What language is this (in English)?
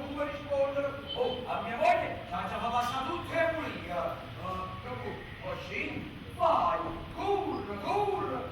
Neapolitan